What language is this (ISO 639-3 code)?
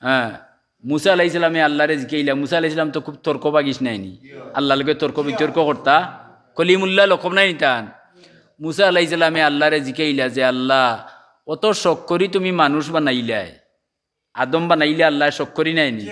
syl